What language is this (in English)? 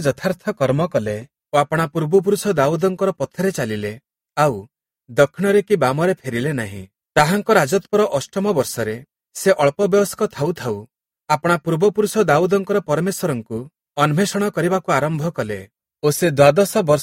Odia